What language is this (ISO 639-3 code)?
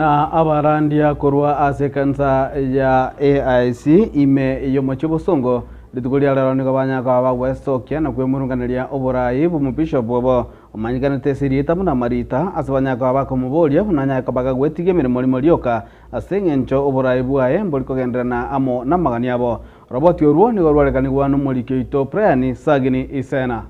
guz